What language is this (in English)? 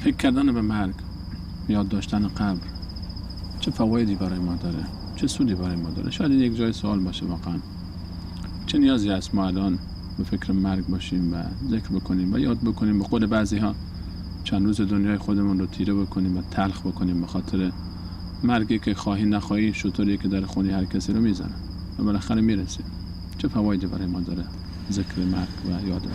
Persian